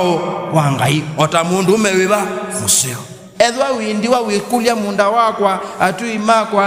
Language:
Kamba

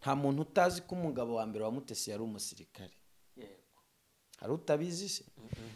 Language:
Kinyarwanda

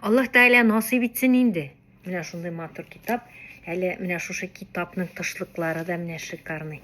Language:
Tatar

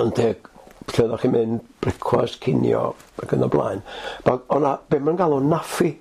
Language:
Welsh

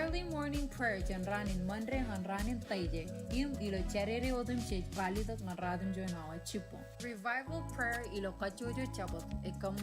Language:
Marshallese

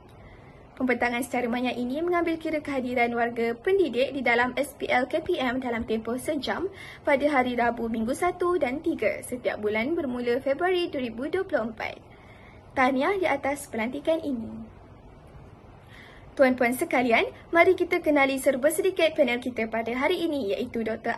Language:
Malay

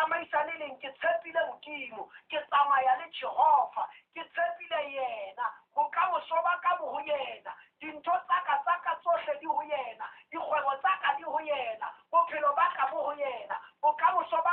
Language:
Southern Sotho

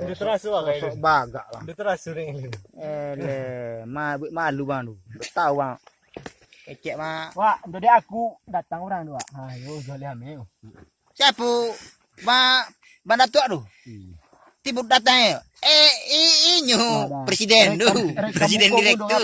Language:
Minangkabau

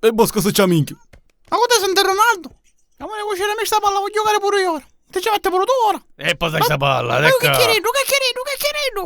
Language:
Sicilian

